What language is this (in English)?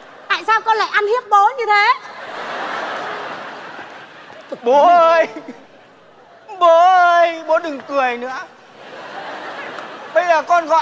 Vietnamese